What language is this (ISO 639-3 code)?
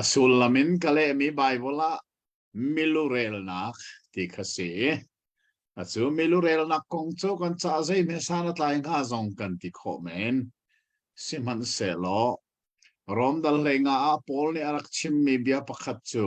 cnh